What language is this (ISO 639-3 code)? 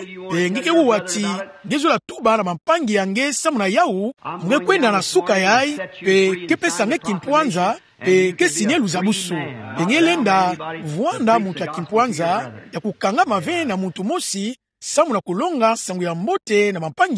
ktu